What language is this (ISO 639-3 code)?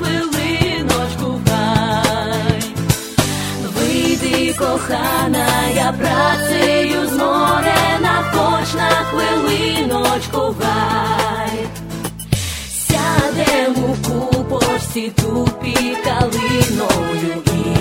ukr